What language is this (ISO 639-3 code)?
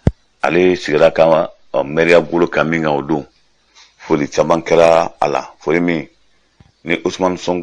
bam